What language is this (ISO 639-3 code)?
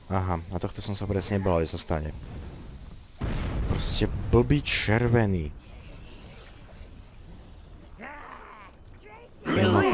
slk